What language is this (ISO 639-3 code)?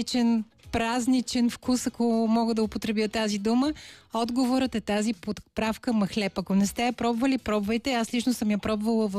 bul